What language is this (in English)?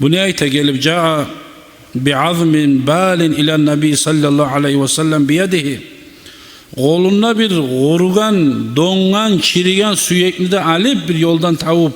Kumyk